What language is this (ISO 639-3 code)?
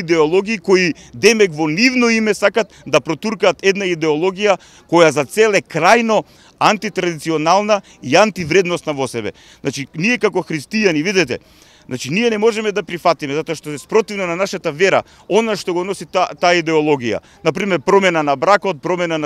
mkd